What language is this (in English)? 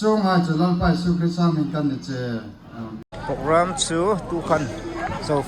Hmar